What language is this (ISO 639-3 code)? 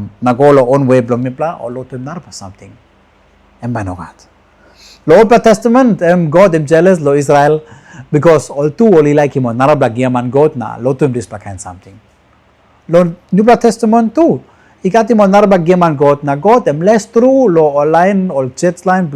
tpi